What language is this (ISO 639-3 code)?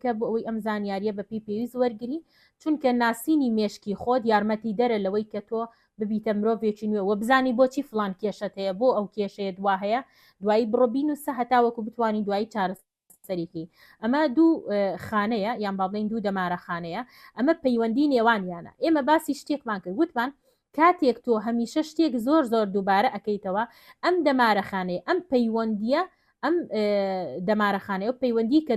ckb